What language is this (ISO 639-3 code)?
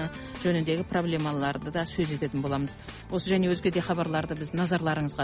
kaz